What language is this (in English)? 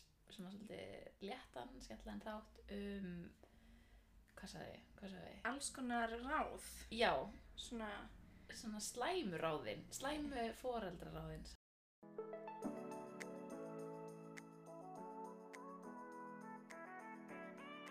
Icelandic